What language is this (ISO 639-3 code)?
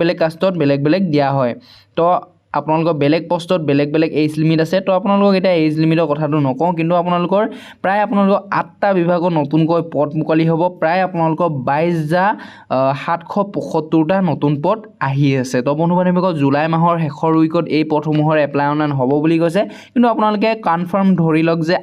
asm